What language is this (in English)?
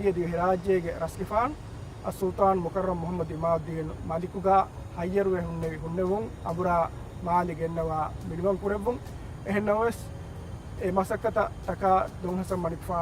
Divehi